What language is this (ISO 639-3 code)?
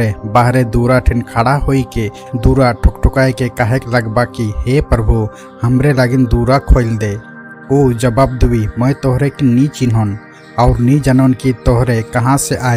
sck